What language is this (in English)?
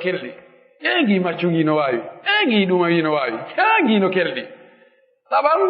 Pular